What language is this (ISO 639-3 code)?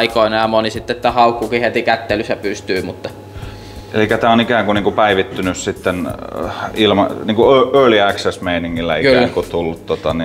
fin